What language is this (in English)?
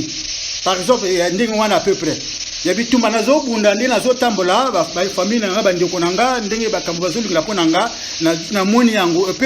Lingala